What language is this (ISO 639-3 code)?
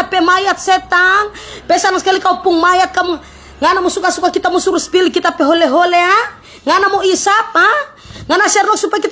xmm